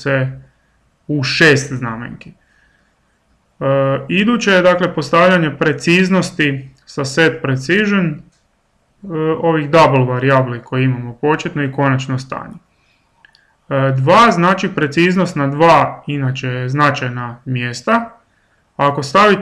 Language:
Croatian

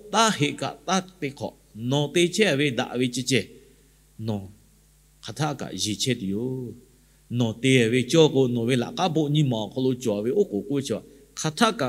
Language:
Lahu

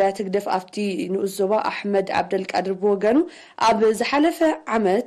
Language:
Tigrinya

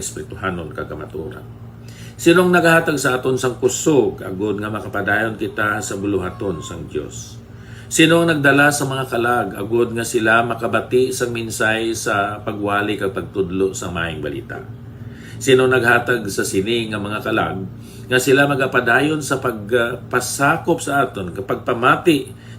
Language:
Hiligaynon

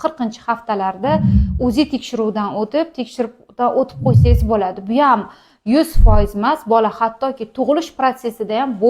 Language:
Uzbek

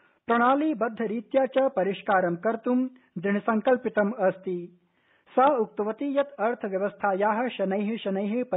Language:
Sanskrit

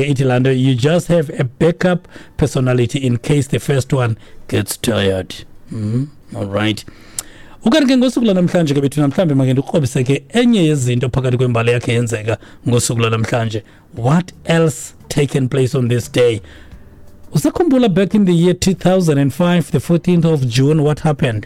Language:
Xhosa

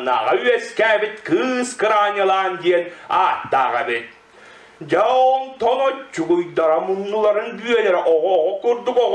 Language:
Yakut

